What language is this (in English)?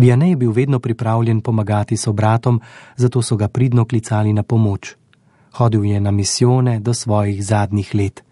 Slovenian